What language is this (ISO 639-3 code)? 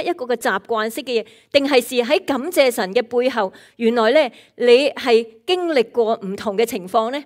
yue